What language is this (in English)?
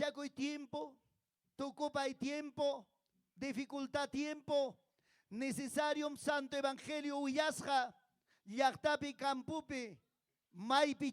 Ayacucho Quechua